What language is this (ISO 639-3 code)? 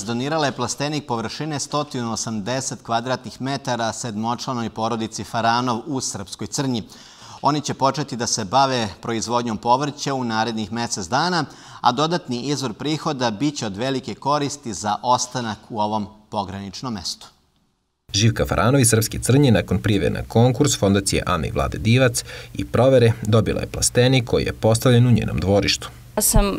srp